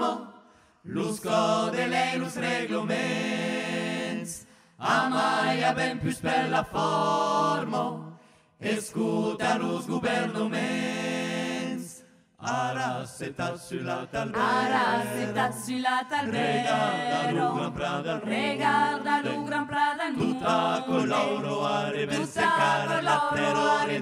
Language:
Occitan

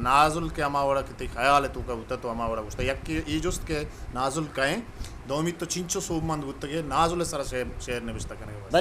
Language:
Eastern Balochi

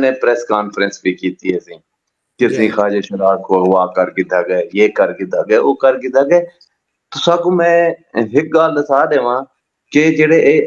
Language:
Saraiki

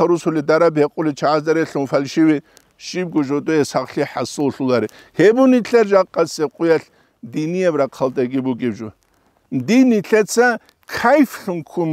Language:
Avaric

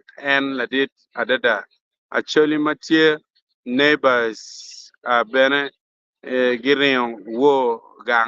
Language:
Acoli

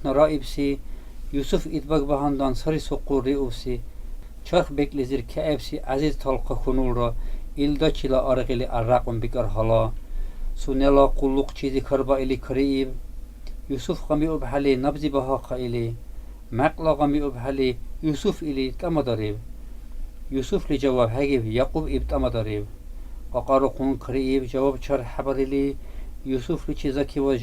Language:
Dargwa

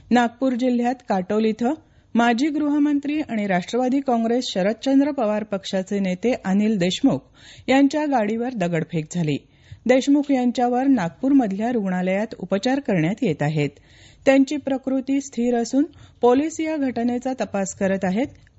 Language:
Marathi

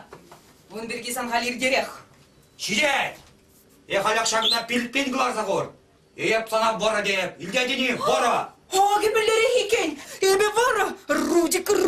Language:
Chuvash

